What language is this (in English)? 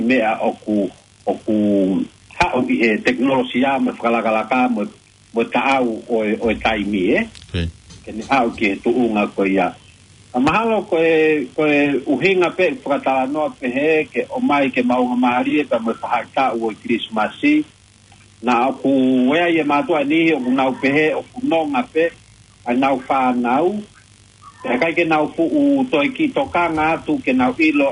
Tongan